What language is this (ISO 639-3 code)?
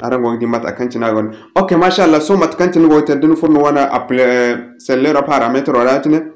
dje